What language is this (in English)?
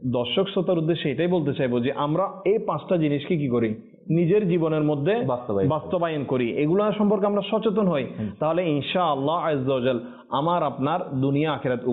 Bangla